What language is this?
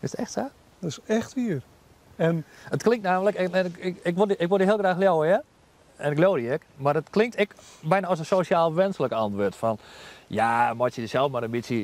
Western Frisian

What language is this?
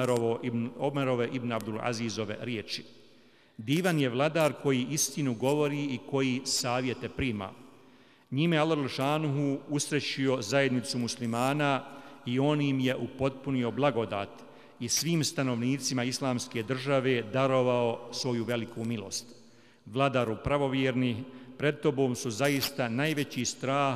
Bosnian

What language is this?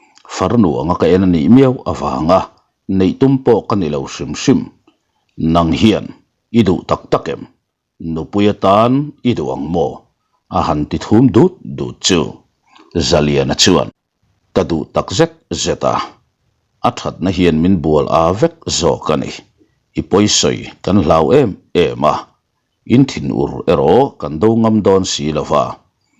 Mizo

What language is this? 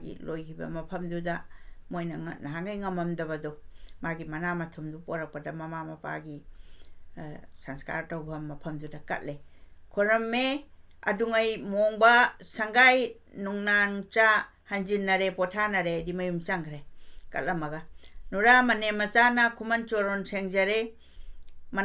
Manipuri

